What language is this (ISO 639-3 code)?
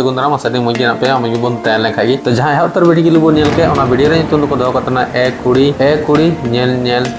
sat